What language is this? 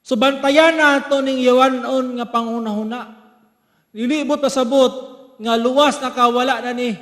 Cebuano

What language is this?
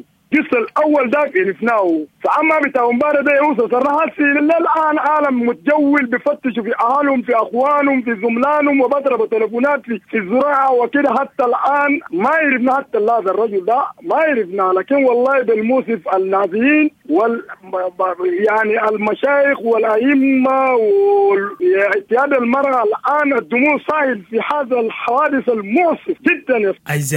Sudanese Arabic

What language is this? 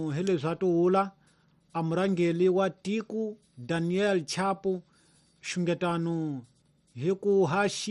Tsonga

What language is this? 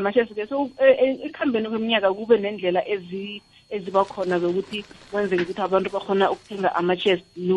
South Ndebele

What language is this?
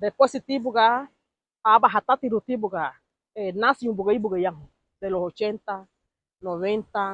Garifuna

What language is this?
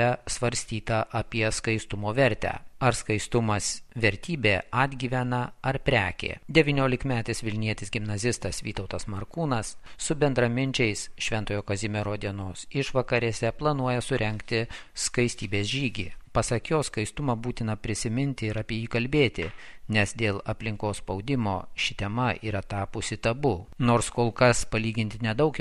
Lithuanian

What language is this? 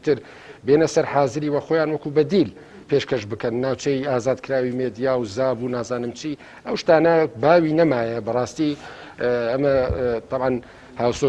Central Kurdish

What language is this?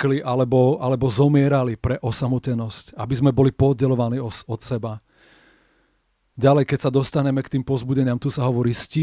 Slovak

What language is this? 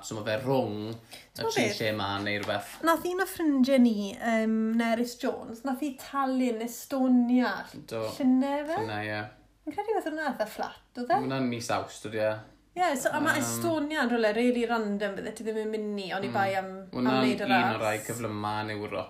Welsh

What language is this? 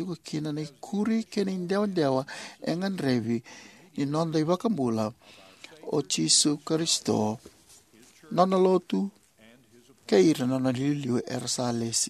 Fijian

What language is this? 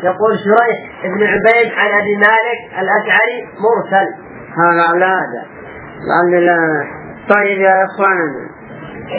Arabic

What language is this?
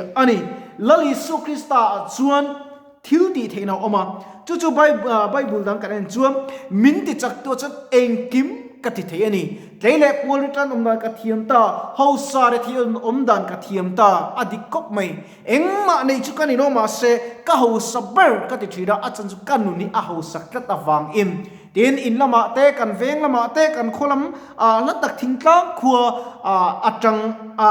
Mizo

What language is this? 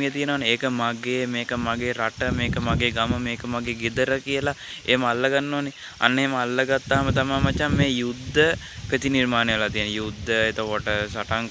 Sinhala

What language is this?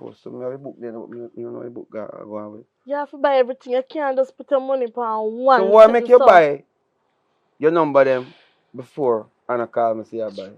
Jamaican Creole English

